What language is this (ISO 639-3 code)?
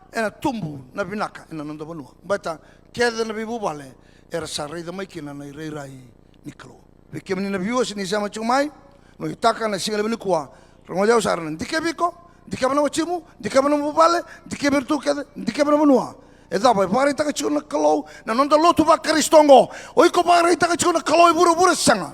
fij